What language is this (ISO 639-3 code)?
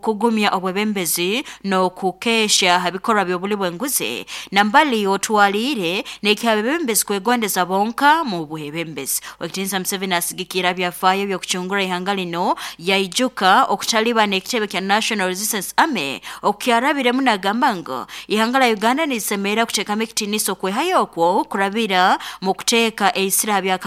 nyo